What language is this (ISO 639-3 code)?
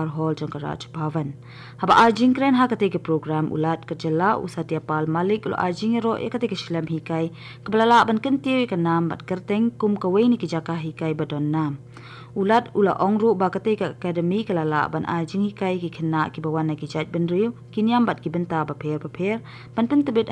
kha